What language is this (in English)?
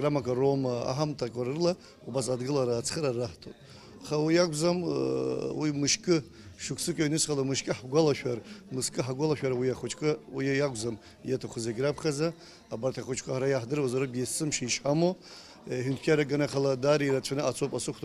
Abkhazian